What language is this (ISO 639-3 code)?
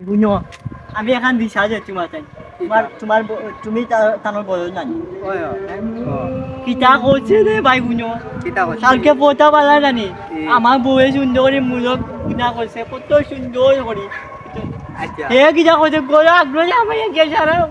syl